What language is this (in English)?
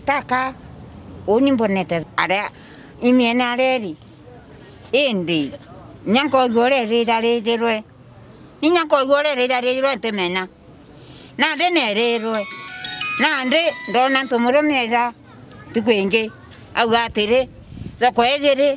Meru